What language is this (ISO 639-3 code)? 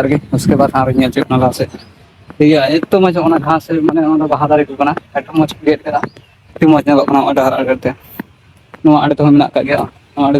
sat